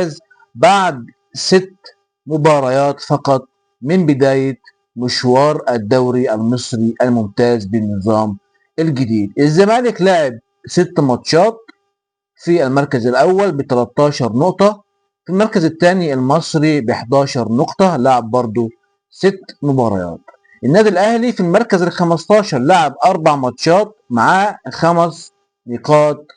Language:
Egyptian Arabic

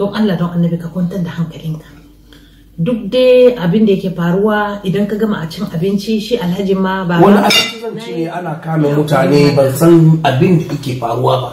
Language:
Hausa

